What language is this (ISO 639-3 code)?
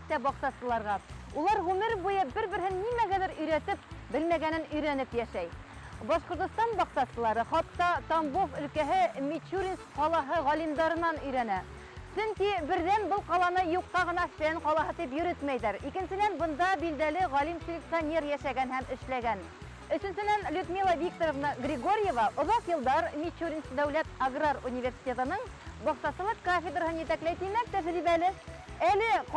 bak